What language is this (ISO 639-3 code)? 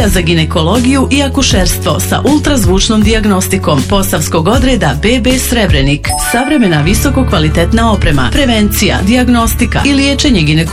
bos